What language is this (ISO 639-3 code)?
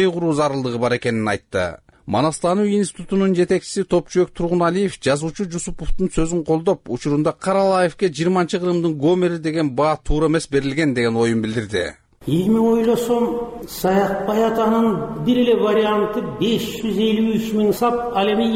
kir